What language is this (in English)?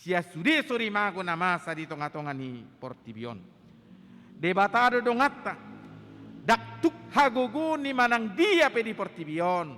Batak Toba